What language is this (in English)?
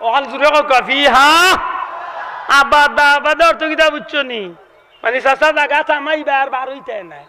Sylheti